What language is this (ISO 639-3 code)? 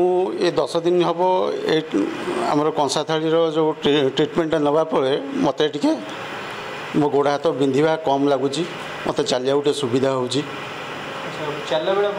ori